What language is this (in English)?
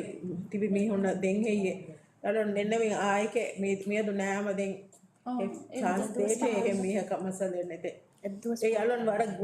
Divehi